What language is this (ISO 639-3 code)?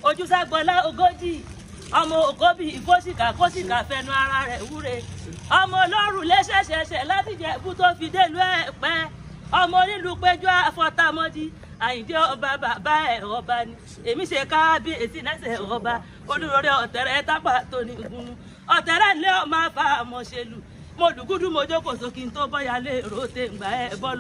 yor